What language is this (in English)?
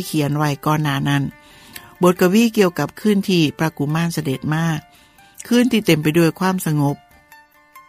Thai